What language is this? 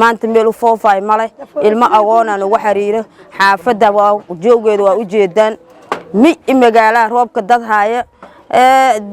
Somali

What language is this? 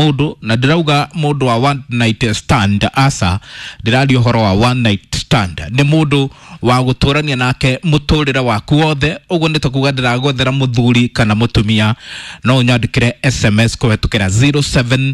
Kikuyu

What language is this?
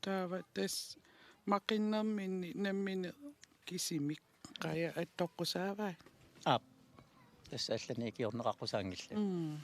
Kalaallisut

